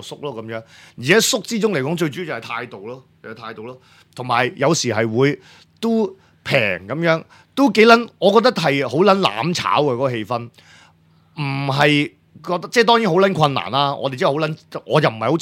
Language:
Cantonese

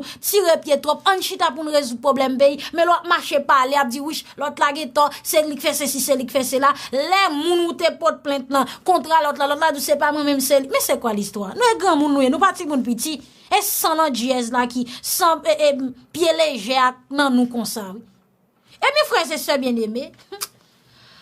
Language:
Haitian Creole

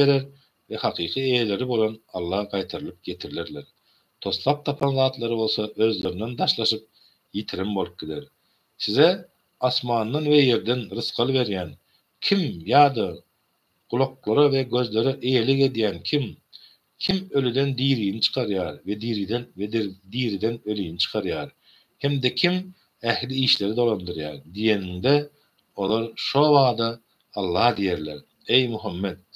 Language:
Turkmen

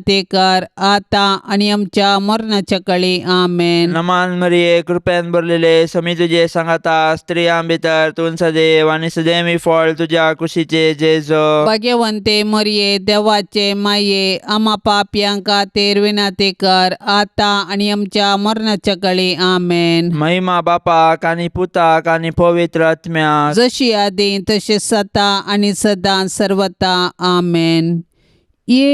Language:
Konkani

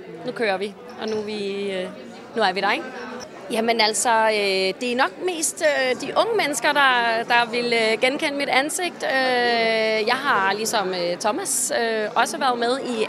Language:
Danish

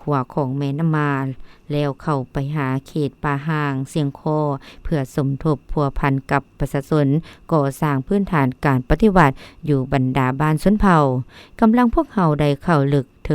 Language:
Lao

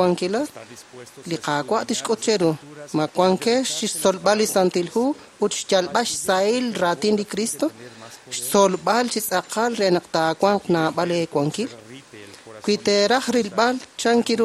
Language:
Kekchí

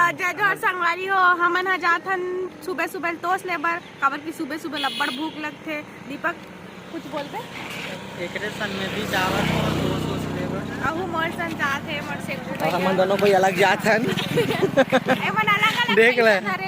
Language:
Chhattisgarhi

